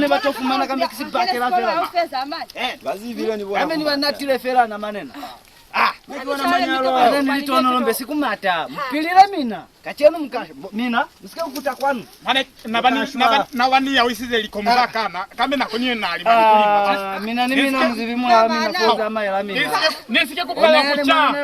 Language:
Lozi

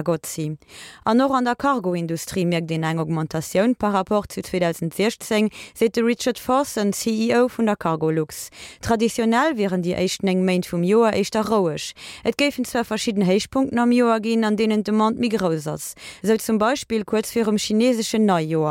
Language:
Luxembourgish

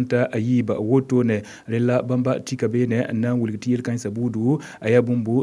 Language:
Mossi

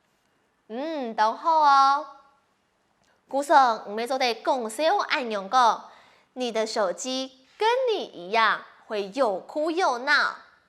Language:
Hakka Chinese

